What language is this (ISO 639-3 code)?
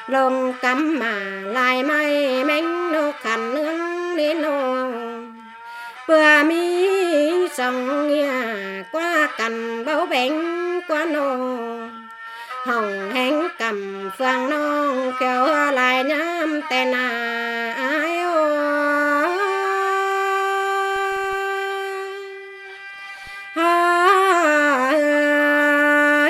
vie